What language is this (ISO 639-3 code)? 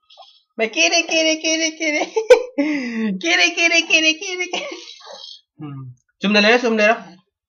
mni